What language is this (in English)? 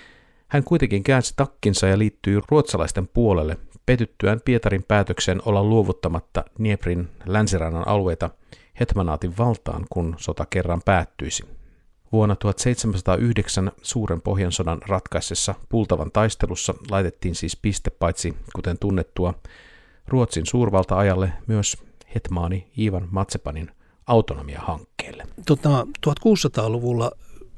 Finnish